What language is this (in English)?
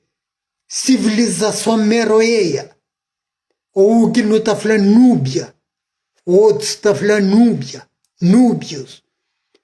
Kabuverdianu